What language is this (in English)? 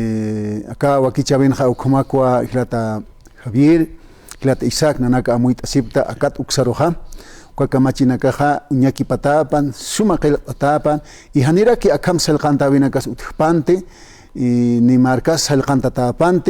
Aymara